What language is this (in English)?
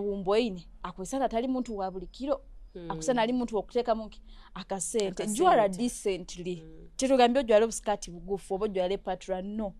Nyoro